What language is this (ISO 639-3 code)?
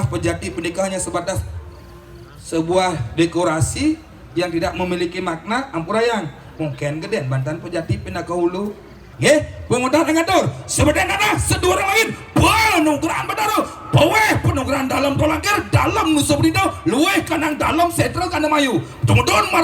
ban